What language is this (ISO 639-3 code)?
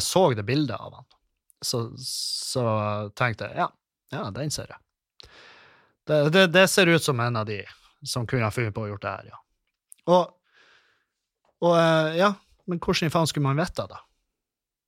nor